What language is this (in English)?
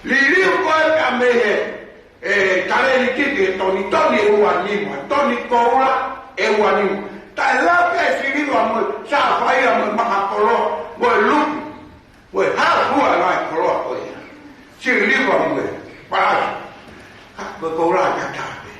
Tongan